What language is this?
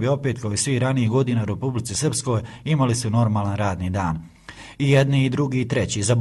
Bosnian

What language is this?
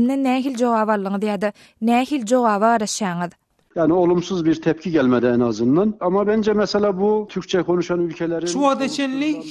Turkmen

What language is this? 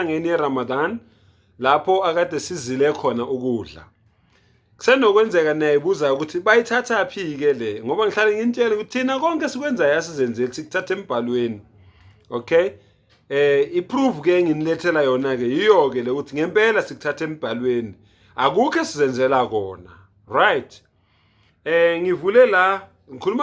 Zulu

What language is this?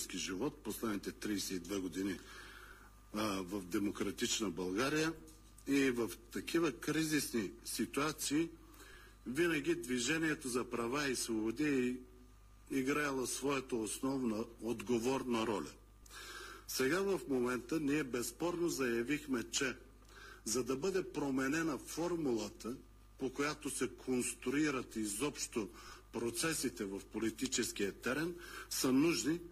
Bulgarian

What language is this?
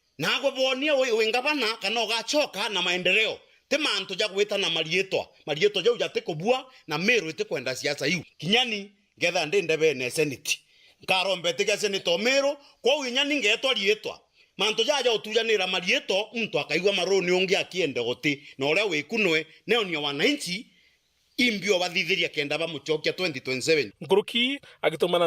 Meru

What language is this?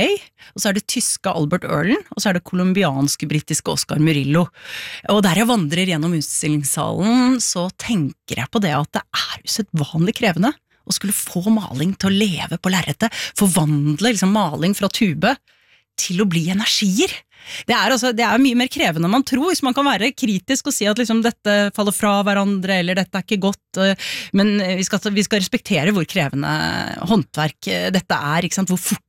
Norwegian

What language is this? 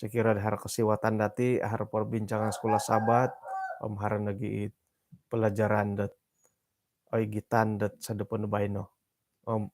Central Dusun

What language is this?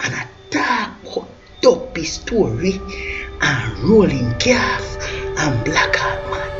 Jamaican Creole English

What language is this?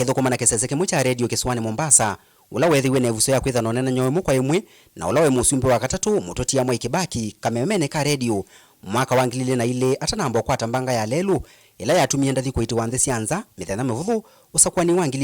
Kamba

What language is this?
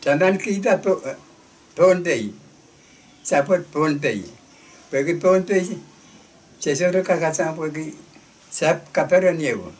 Pohnpeian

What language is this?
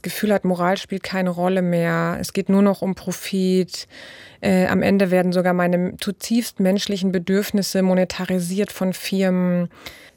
German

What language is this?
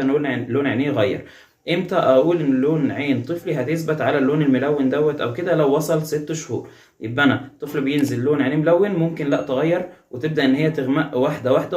Egyptian Arabic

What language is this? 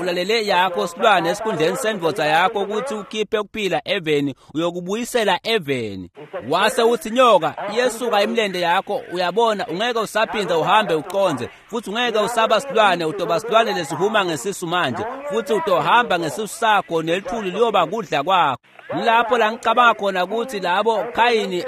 Swati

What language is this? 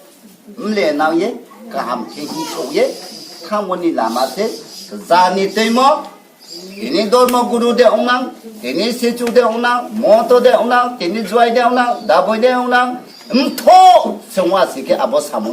Riang (India)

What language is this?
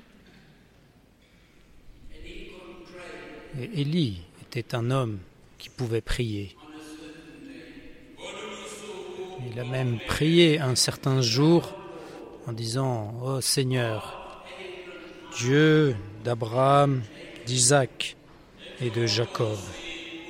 French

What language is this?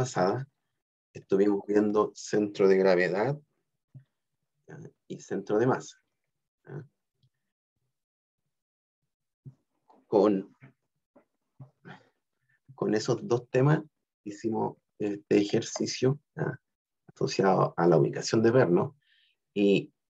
Spanish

